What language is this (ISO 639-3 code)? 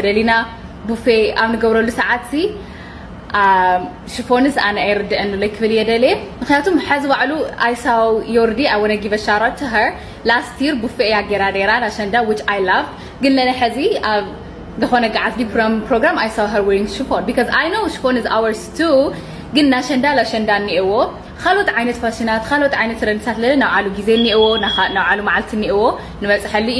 tir